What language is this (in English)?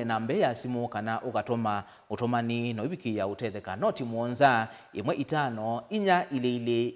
Kamba